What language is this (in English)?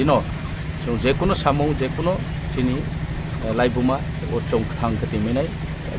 Riang (India)